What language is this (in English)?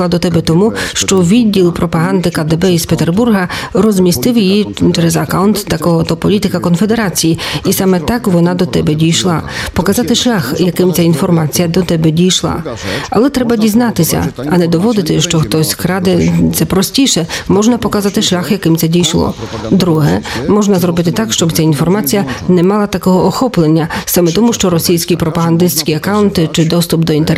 Ukrainian